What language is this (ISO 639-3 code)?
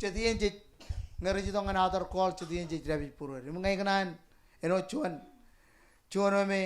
mah